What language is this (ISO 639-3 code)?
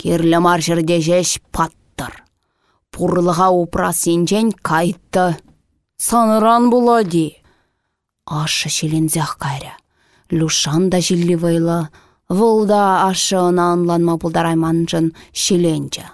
chv